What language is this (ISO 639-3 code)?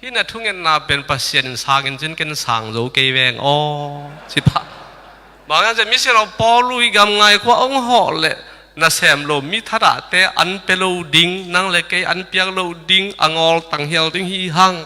ctd